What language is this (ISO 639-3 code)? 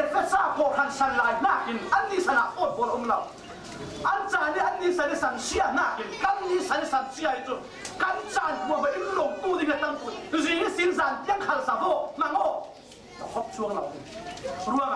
cfm